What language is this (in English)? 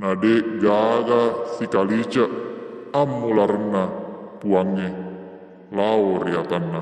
Buginese